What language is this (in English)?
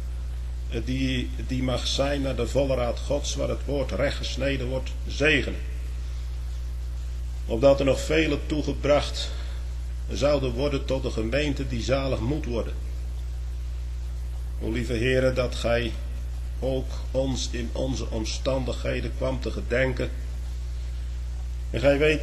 Dutch